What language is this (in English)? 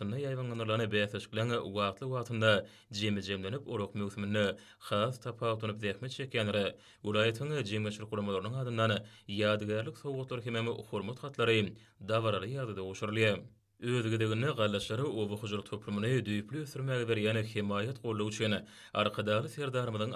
Turkmen